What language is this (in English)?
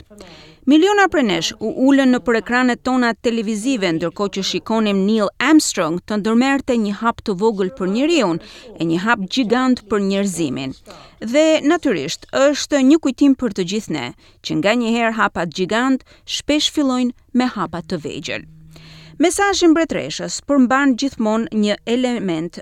Albanian